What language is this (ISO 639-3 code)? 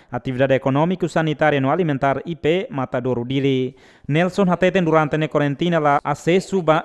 tet